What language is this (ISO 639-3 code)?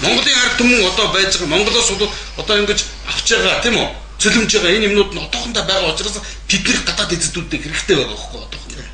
mon